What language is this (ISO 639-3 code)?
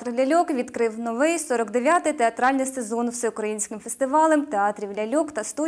ukr